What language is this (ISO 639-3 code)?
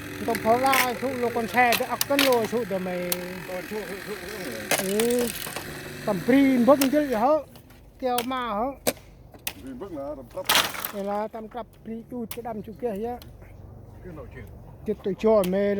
cmo